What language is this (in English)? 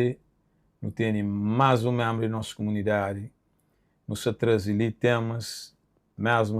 Kabuverdianu